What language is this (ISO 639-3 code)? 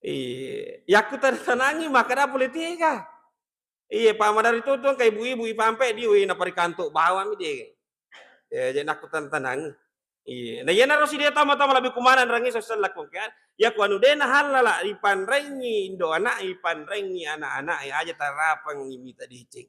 bug